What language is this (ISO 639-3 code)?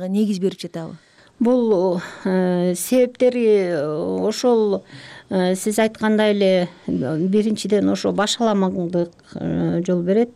kir